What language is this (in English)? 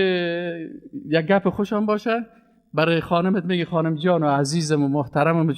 Persian